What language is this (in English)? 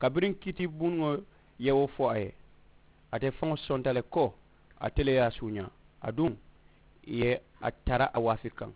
Mandingo